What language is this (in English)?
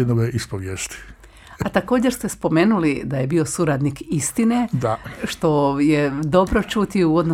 Croatian